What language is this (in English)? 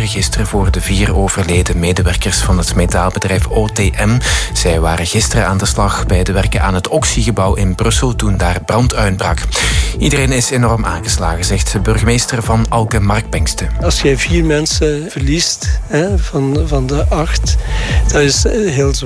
Dutch